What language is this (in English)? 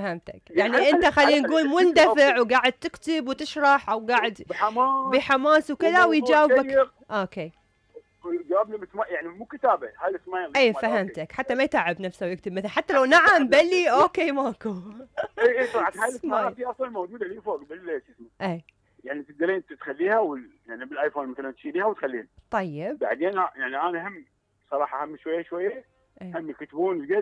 Mesopotamian Arabic